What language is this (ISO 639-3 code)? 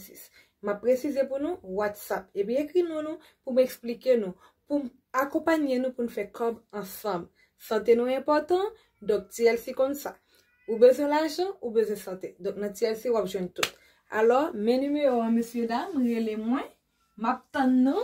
hat